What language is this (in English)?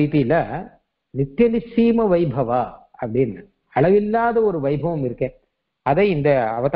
Tamil